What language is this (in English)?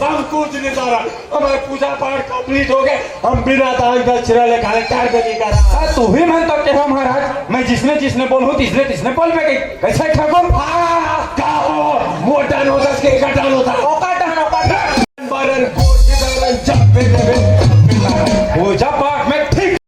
Chhattisgarhi